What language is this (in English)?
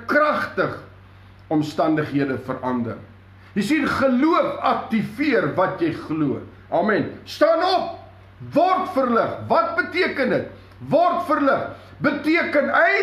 Afrikaans